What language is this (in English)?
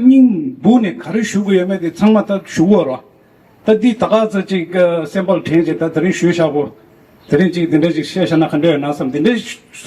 Tibetan